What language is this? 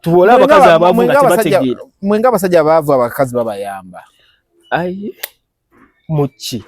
Ganda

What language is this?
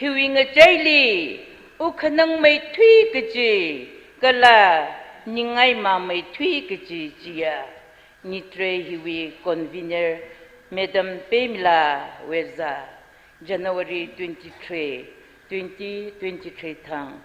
Tangkhul Naga (India)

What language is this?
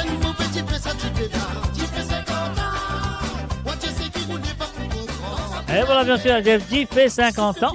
Morisyen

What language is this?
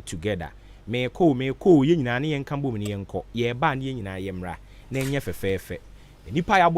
Akan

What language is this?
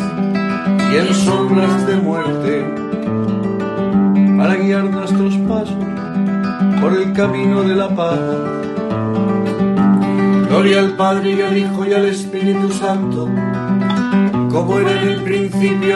Spanish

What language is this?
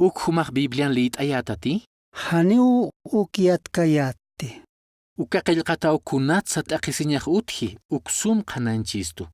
Aymara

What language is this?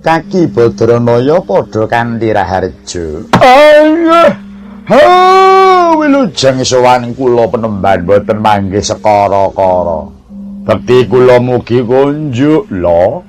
Javanese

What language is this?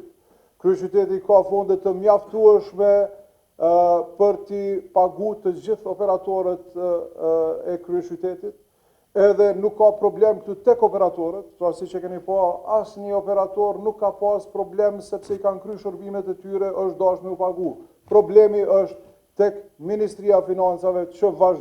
Albanian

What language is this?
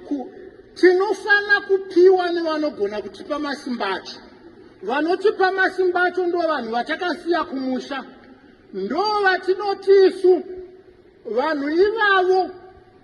Shona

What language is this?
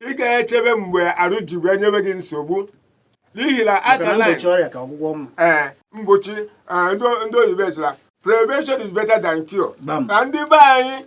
Igbo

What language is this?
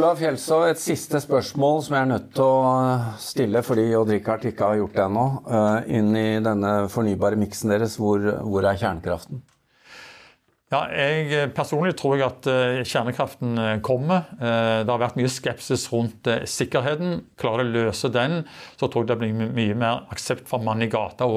Norwegian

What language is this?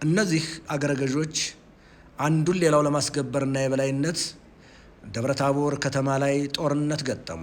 Amharic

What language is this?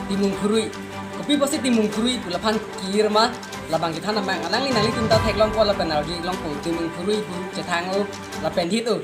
Karbi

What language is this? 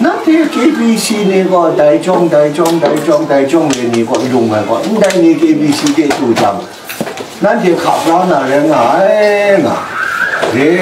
Kachin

